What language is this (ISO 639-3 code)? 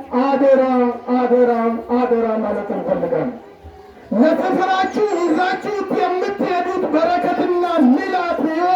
amh